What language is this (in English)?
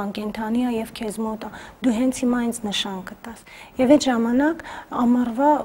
Armenian